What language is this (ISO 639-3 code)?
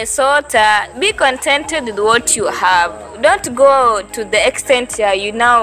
swa